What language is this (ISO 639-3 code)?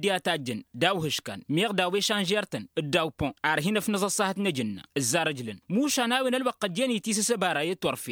taq